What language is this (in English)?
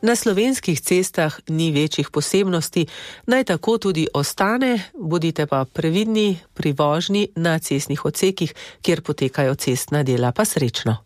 Slovenian